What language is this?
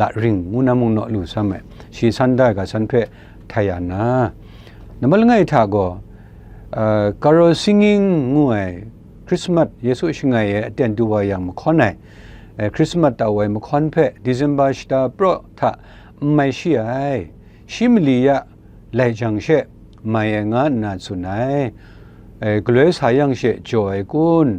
Kachin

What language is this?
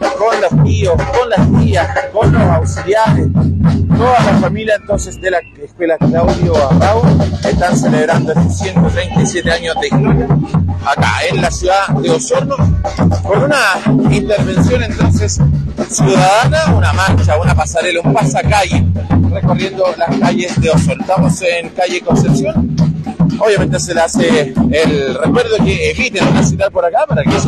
Spanish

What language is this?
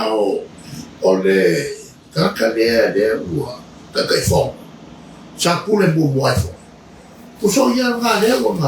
Samoan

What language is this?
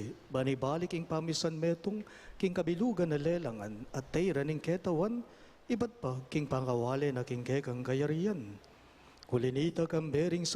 Pampanga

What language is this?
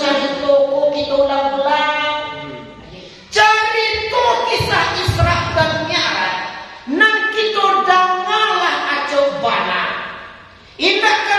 Minangkabau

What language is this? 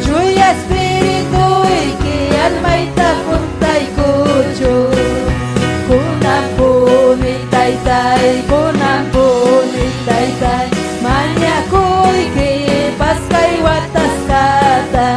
Ayacucho Quechua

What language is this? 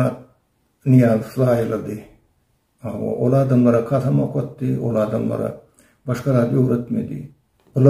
Turkmen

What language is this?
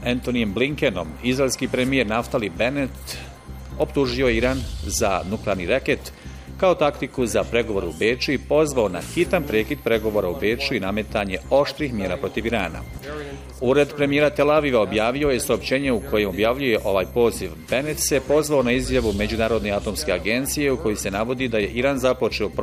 Bosnian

